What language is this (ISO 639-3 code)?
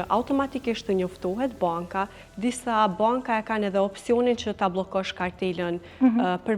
sqi